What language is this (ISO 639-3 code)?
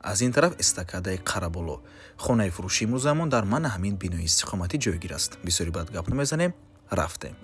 tgk